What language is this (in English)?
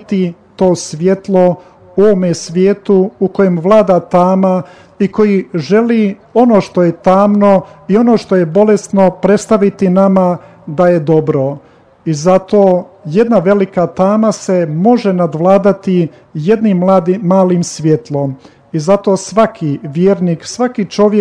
Croatian